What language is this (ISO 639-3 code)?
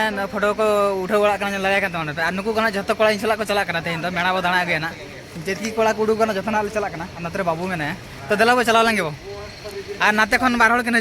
sat